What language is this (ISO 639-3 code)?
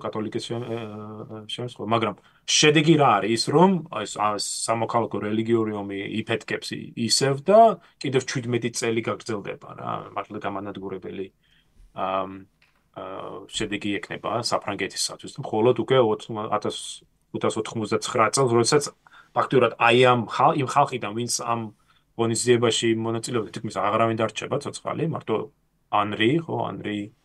kat